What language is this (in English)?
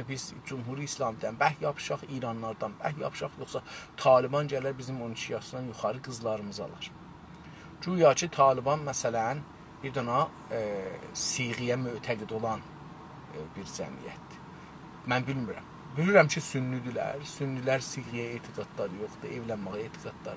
South Azerbaijani